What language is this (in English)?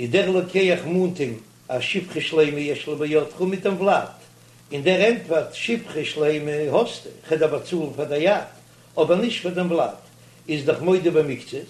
Yiddish